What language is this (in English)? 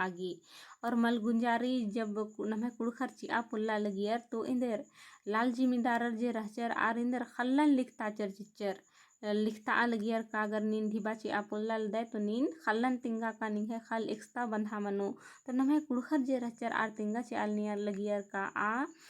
Kurukh